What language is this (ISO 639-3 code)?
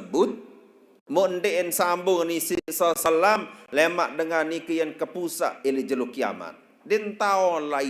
sas